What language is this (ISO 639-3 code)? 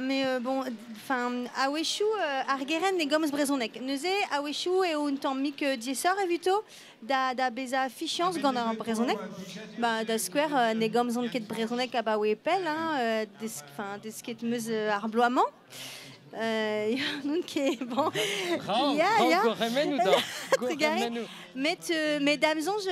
bre